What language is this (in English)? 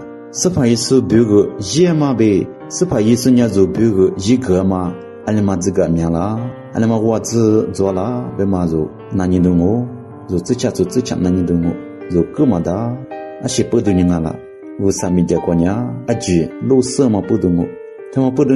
Lisu